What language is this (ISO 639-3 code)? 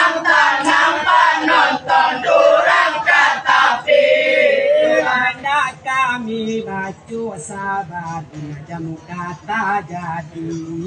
min